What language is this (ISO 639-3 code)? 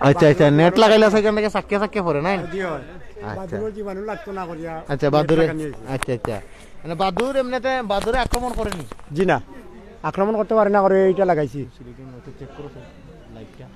syl